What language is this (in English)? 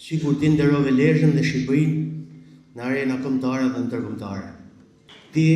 Albanian